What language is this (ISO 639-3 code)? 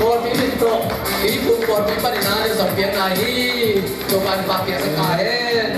ctd